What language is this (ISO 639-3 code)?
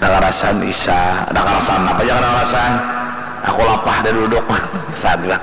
bjn